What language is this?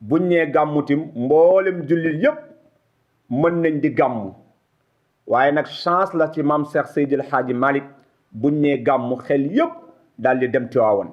Wolof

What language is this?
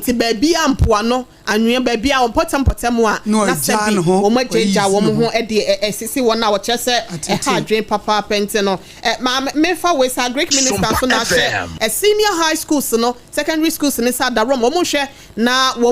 Akan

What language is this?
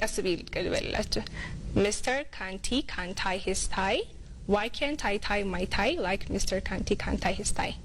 Amharic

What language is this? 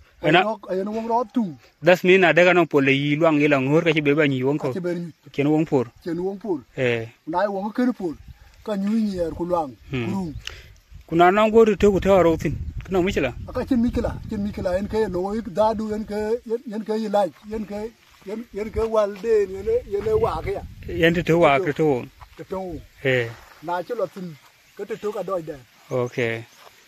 Dinka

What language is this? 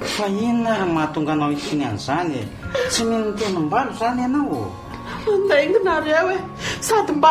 Malagasy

